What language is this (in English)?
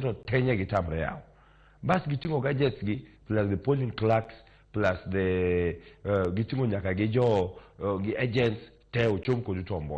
Luo (Kenya and Tanzania)